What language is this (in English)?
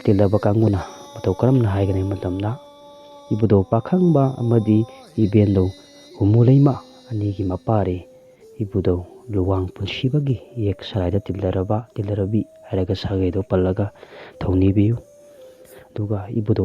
Manipuri